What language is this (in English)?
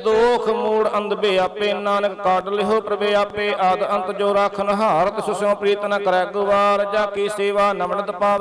Punjabi